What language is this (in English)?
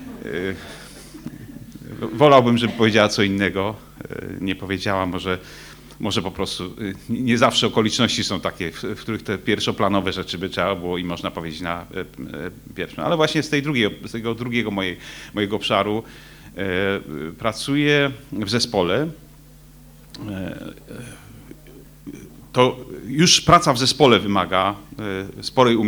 Polish